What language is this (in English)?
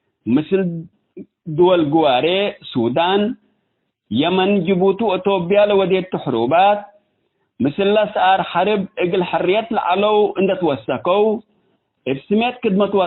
Tigre